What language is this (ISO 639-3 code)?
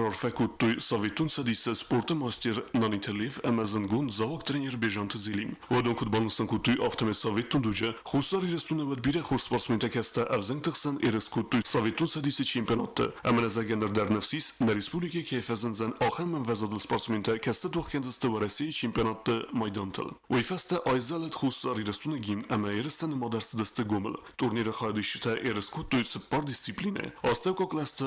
oss